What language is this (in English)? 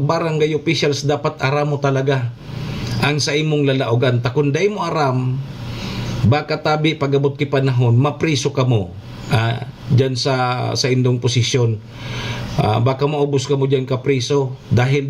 Bikol